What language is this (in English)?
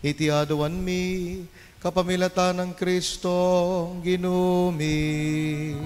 Pampanga